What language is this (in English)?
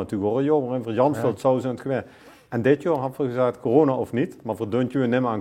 Limburgish